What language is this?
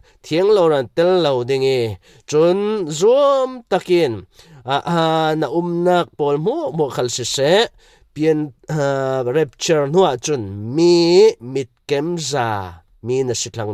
Falam Chin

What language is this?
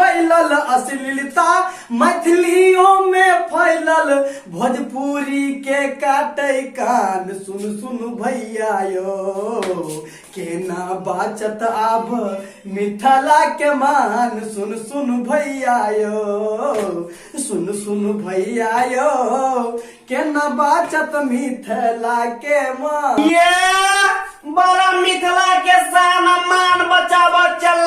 Maithili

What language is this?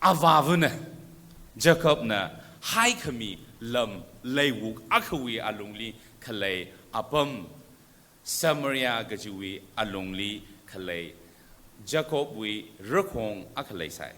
Tangkhul Naga (India)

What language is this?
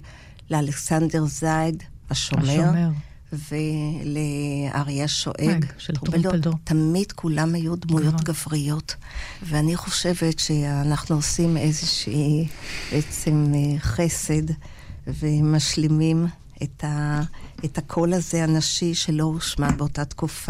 Hebrew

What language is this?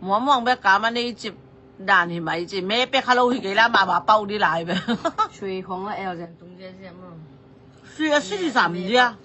Tedim Chin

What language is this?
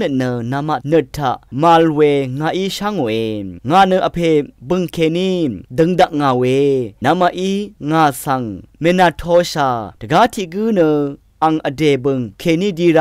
Rawang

